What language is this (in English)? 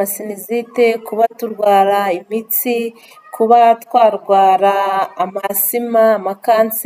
Kinyarwanda